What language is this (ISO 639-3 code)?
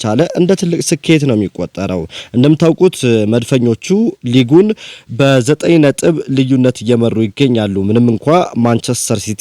amh